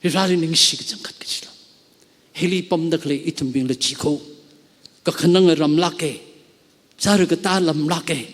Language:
Tangkhul Naga (India)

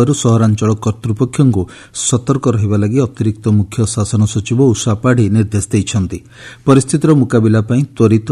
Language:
Odia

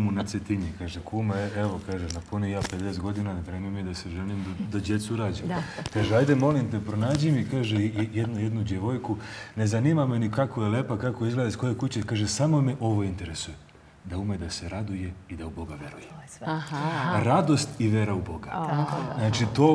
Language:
Serbian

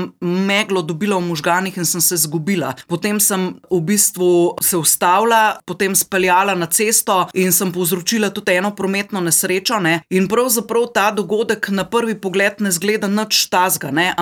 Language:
Slovenian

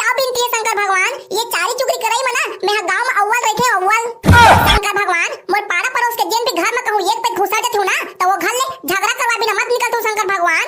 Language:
Chhattisgarhi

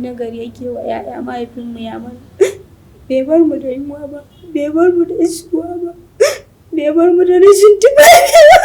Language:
Hausa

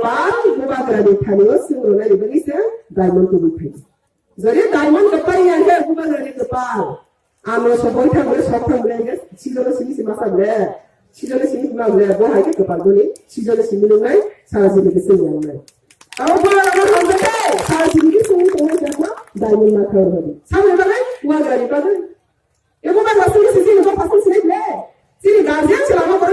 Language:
Riang (India)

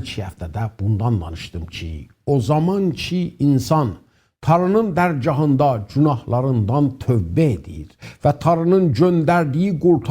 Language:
South Azerbaijani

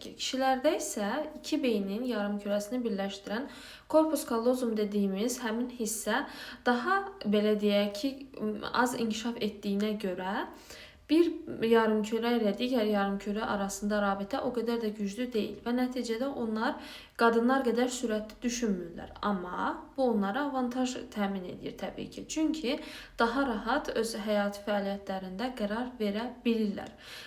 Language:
Azerbaijani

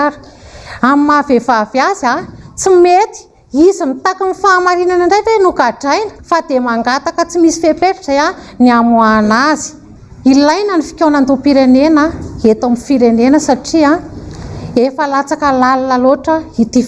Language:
Malagasy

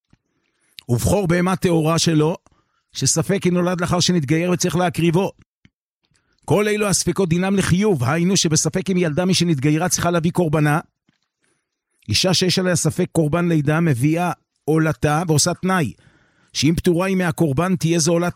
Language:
Hebrew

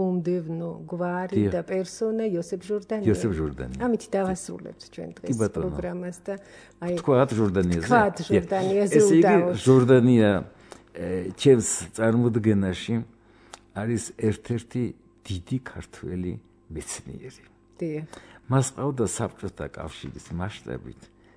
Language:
Georgian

